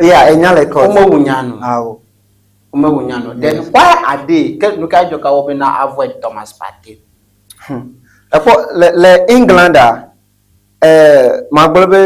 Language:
Ewe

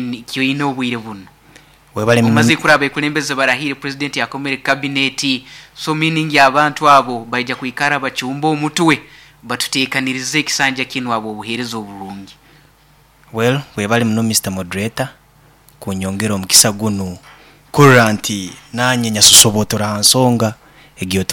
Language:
Nyoro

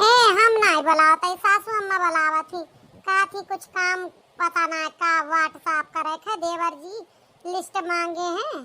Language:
Awadhi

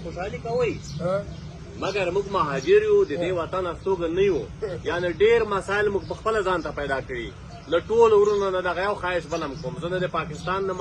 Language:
Pashto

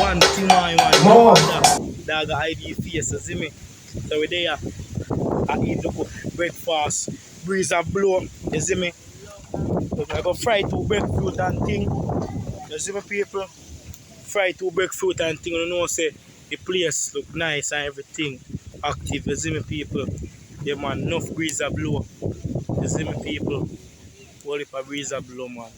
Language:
Jamaican Creole English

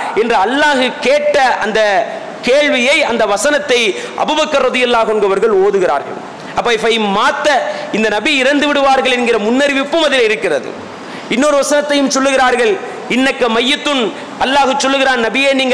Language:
Tamil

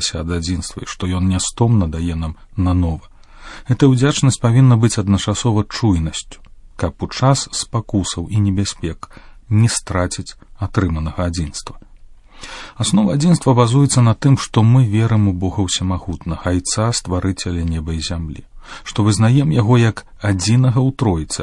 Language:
Belarusian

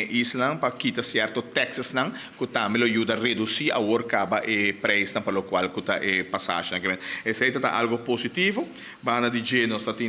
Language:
Papiamento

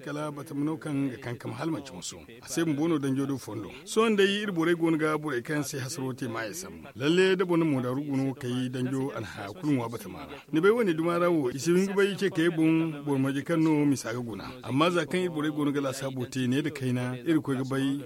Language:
Zarma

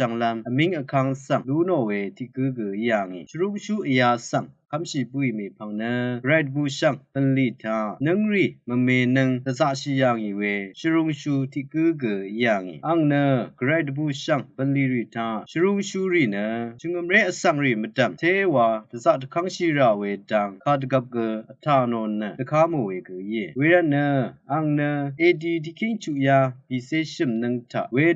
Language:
Rawang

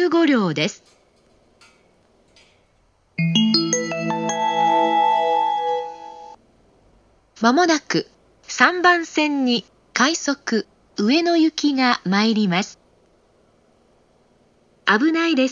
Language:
Japanese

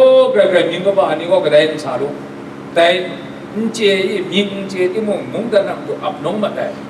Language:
Kachin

